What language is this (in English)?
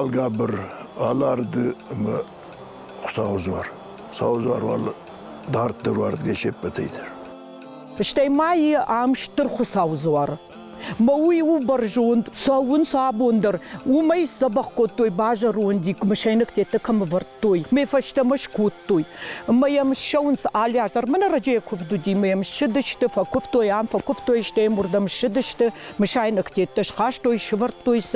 Ossetic